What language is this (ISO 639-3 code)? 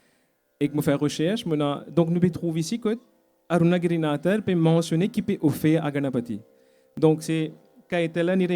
mfe